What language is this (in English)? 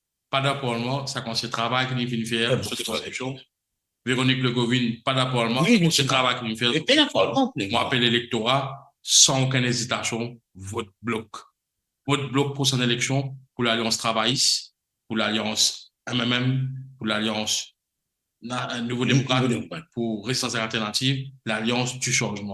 Morisyen